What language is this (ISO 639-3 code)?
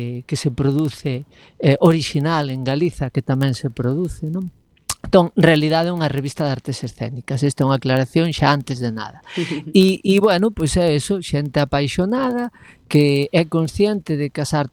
glg